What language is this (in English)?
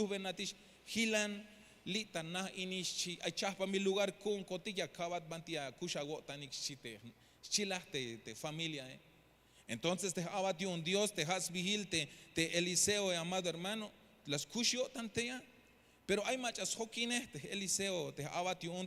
Tzeltal